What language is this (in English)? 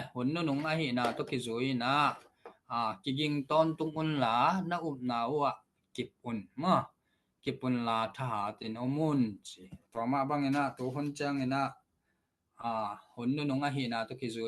Tedim Chin